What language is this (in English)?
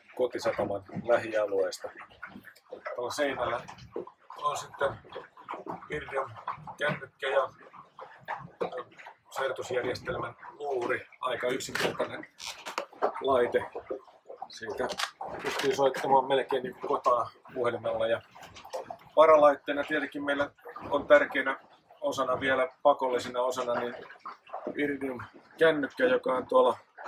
Finnish